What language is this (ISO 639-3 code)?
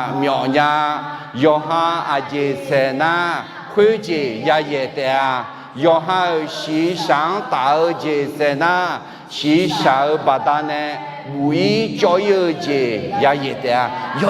ahk